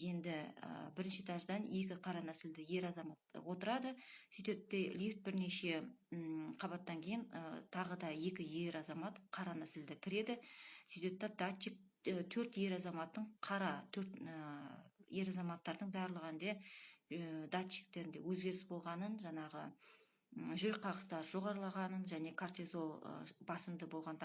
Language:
Kazakh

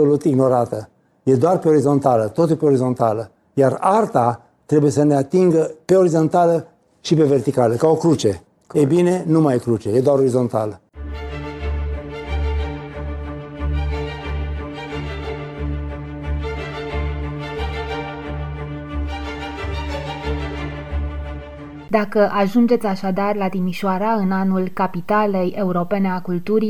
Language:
Romanian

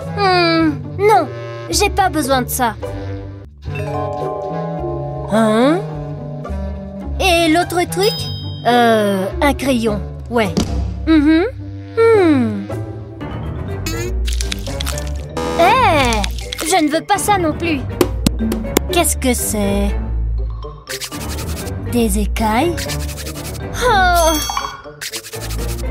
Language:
French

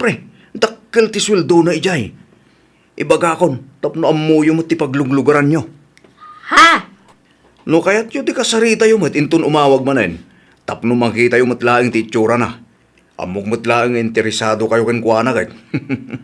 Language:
Iloko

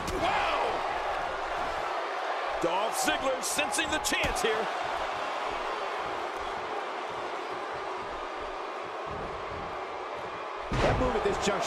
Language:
English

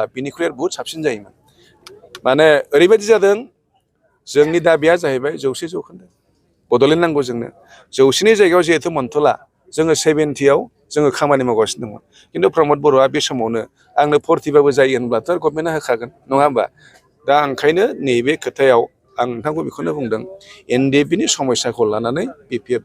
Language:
Bodo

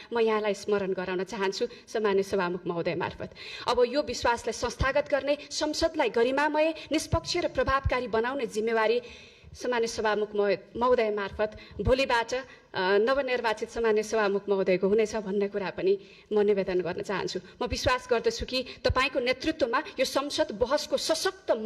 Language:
Nepali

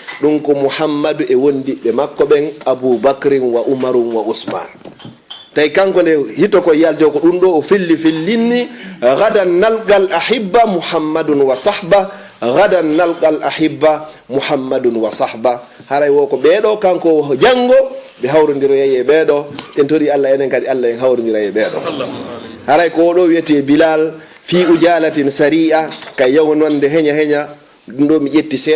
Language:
Fula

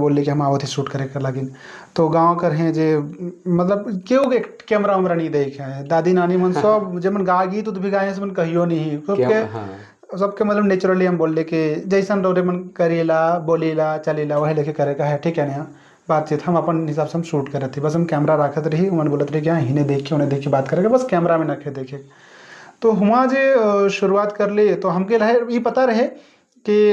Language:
Sadri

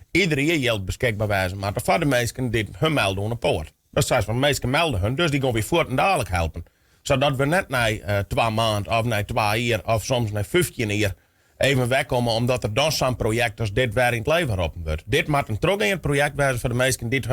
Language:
Western Frisian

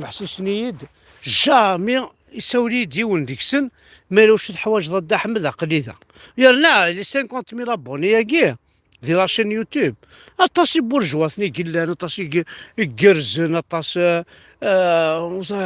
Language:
Kabyle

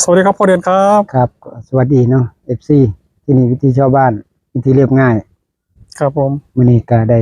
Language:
Northeastern Thai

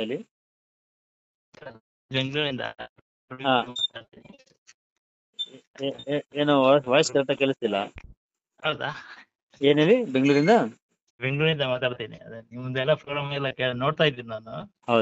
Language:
Kannada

